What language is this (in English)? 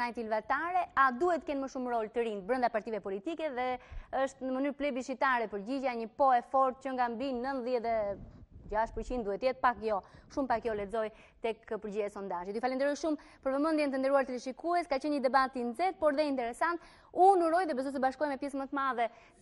Albanian